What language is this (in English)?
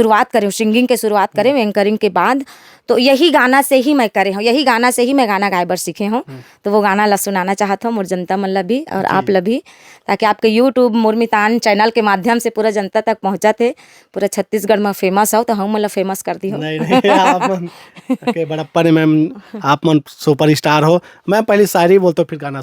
Chhattisgarhi